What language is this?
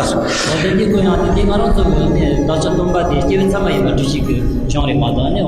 Tibetan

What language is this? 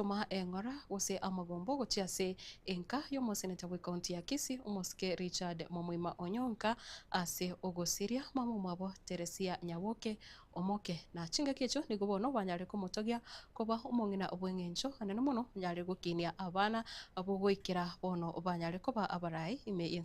Gusii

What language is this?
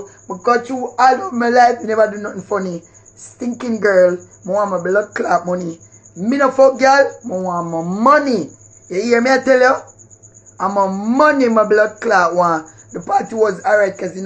Jamaican Creole English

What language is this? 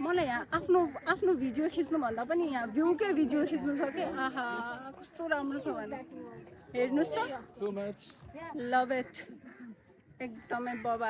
Nepali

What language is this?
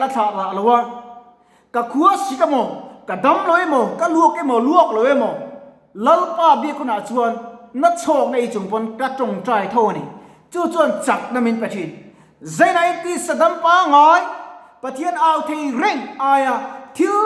Mizo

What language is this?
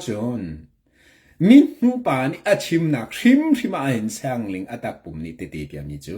Hakha Chin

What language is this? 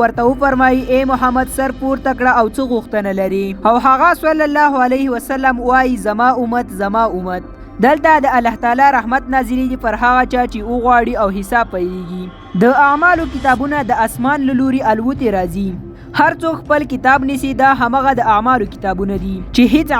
Pashto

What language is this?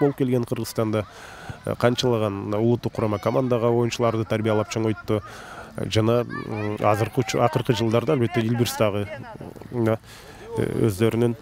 Kyrgyz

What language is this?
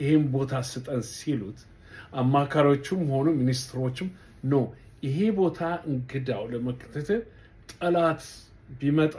Amharic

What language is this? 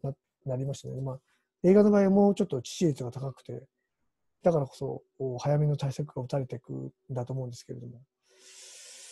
Japanese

